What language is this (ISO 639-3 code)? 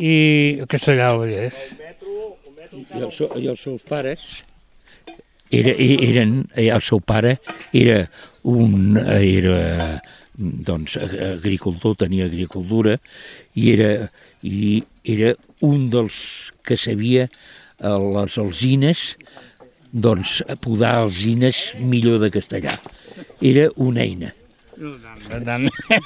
cat